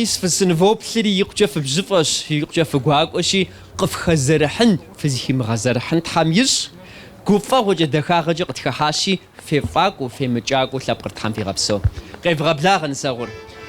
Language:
Kabardian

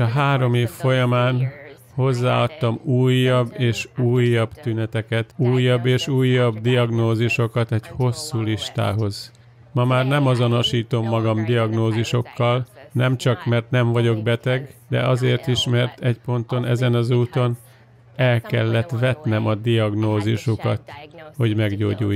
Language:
Hungarian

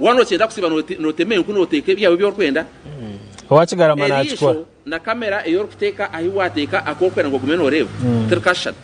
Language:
Nyankole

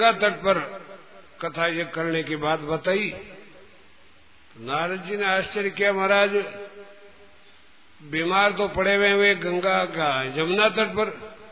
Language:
Hindi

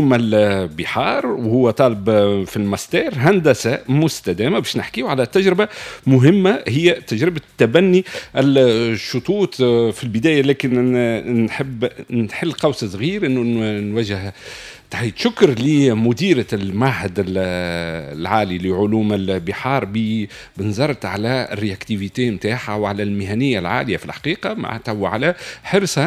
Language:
Tunisian Arabic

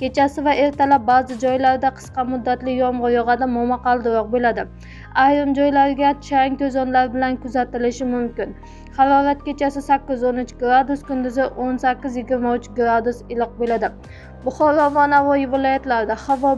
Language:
Uzbek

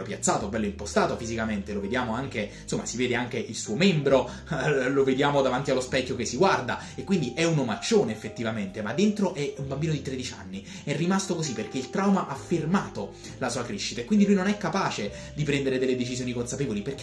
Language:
Italian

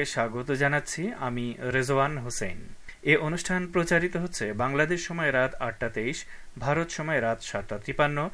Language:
Bangla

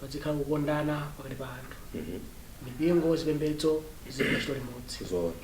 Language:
Nyanja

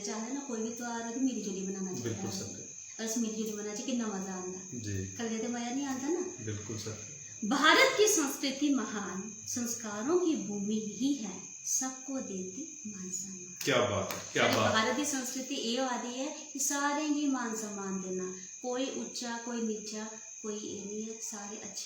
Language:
Dogri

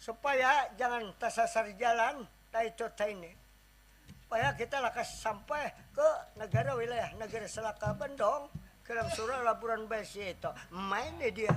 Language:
Banjar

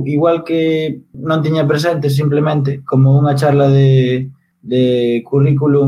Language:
Galician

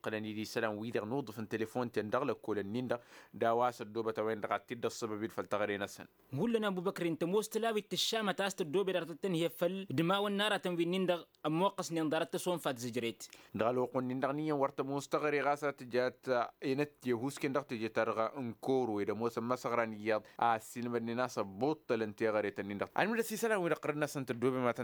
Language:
Tamasheq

